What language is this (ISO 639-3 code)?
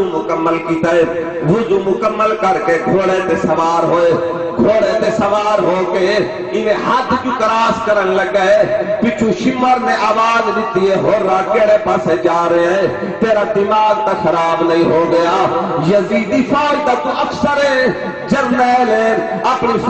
skr